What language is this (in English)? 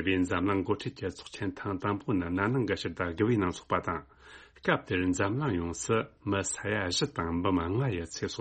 Tibetan